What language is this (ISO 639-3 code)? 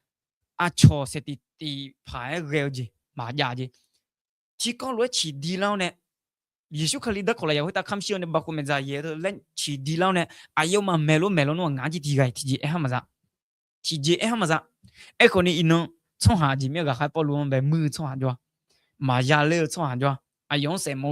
ahk